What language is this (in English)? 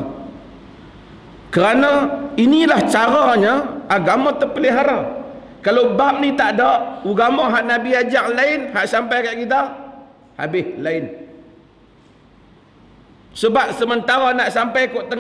Malay